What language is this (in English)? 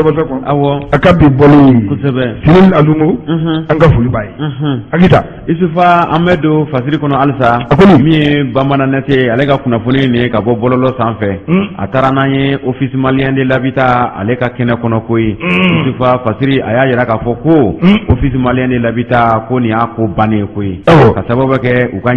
Bambara